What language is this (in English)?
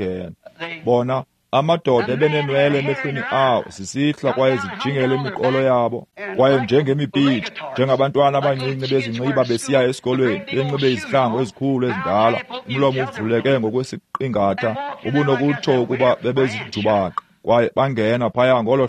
Xhosa